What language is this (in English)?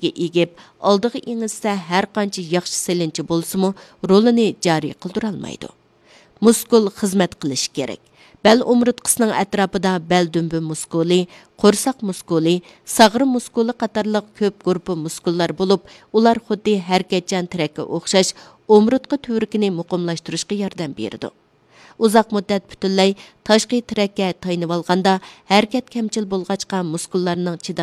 Uyghur